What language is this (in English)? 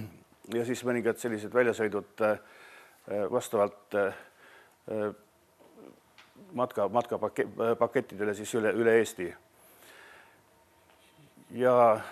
Estonian